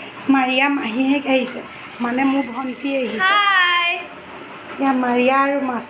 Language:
Assamese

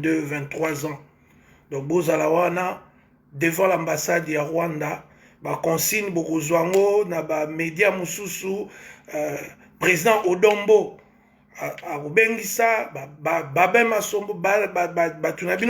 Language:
Lingala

